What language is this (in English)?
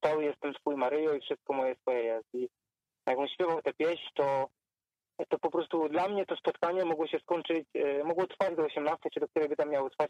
Polish